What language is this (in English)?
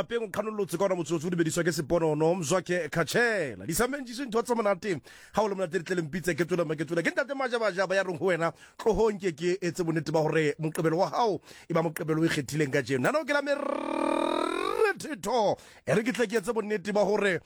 Southern Sotho